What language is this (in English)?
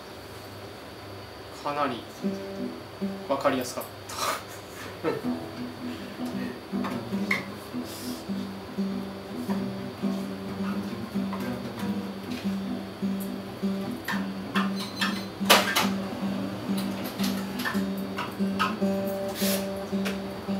Japanese